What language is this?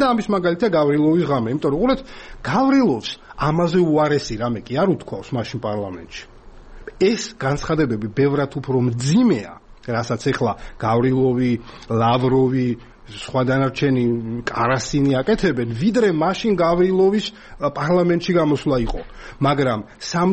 Georgian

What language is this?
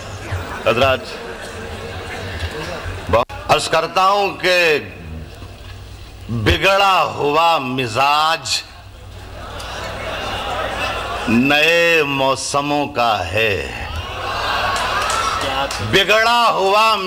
Urdu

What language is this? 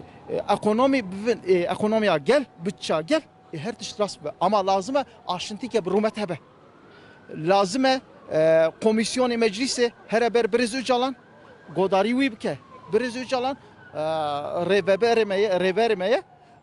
Kurdish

